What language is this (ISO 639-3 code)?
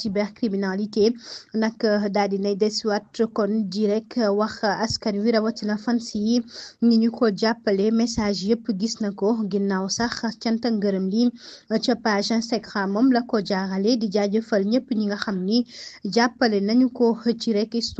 wol